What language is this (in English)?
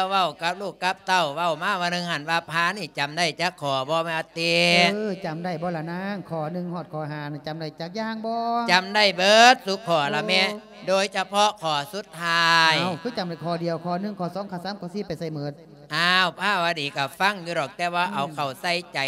Lao